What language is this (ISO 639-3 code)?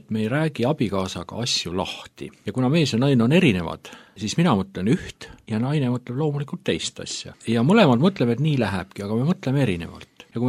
est